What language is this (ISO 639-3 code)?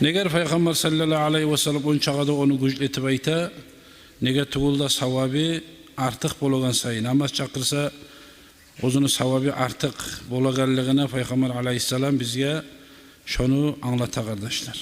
kum